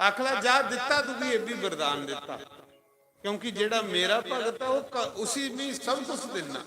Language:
Dogri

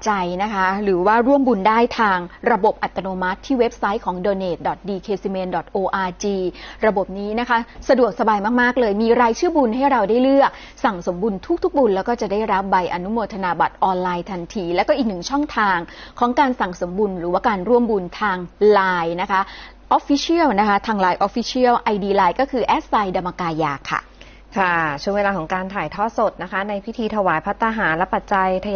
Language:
Thai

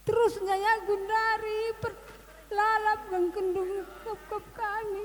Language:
Batak Karo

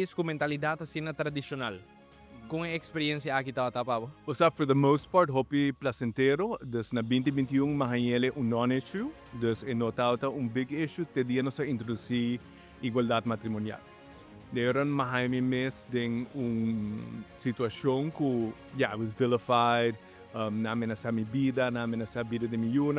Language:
Papiamento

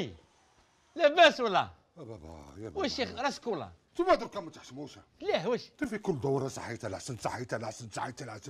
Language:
Algerian Arabic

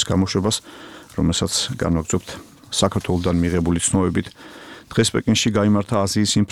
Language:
Georgian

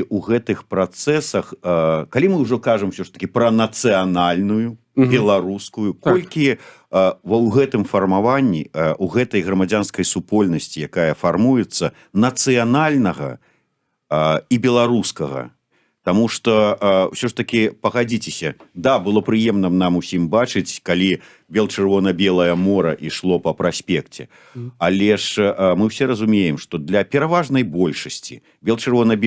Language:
Belarusian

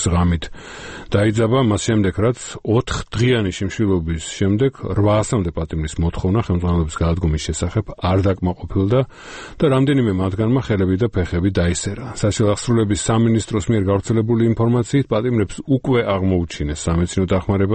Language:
Georgian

